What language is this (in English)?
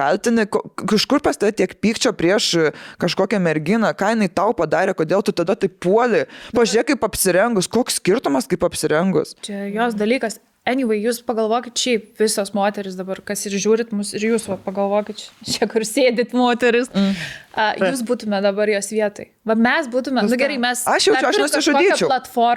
Lithuanian